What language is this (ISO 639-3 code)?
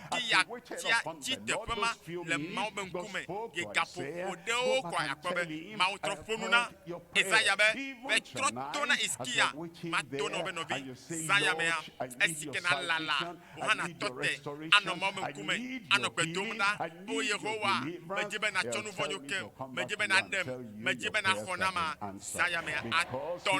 ewe